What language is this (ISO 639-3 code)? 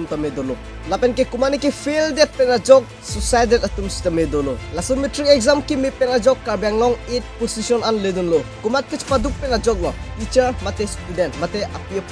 mjw